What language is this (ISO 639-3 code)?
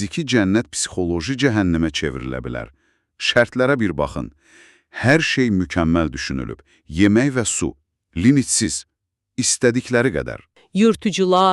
aze